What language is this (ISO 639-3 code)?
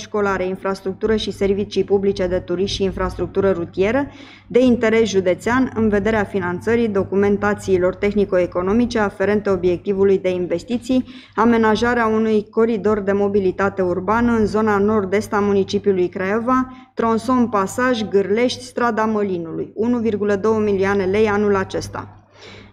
ron